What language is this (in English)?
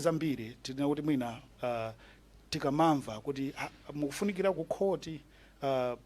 Nyanja